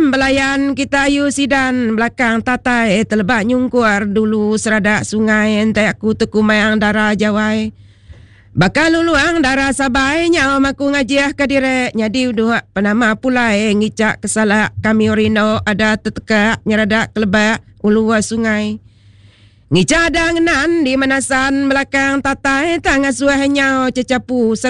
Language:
Iban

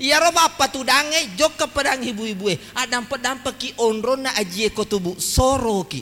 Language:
Buginese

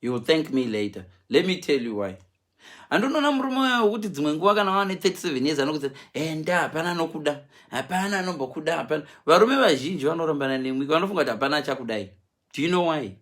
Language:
Shona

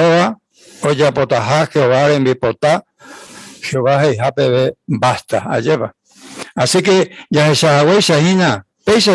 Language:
Guarani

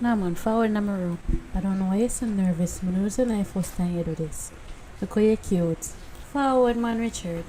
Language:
Jamaican Creole English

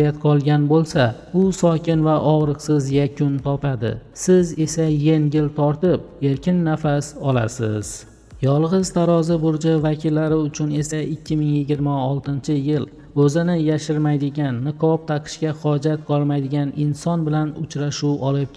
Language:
Uzbek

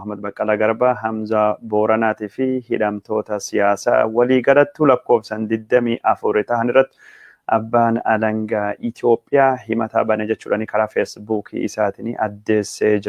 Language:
Oromo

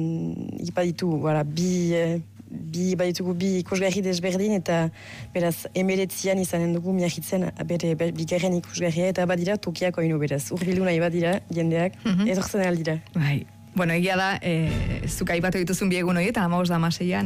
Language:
Basque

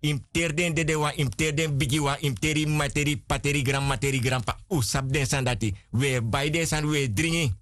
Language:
Sranan Tongo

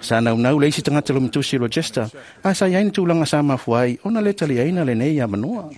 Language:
Samoan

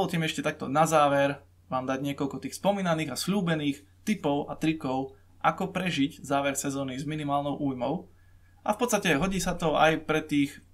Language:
Slovak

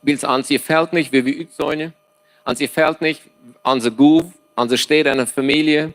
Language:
Plautdietsch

